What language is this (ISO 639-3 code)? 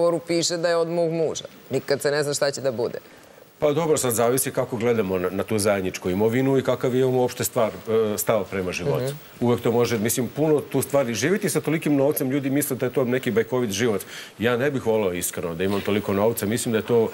srp